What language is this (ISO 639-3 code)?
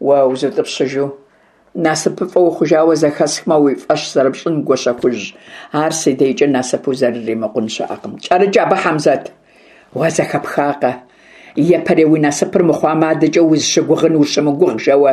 kbd